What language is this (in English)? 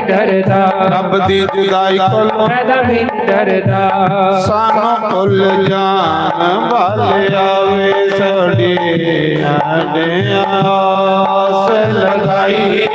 Dogri